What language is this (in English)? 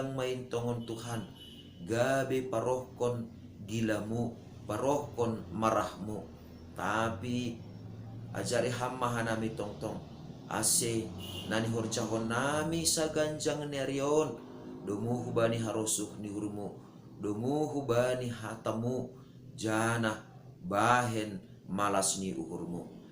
Batak Simalungun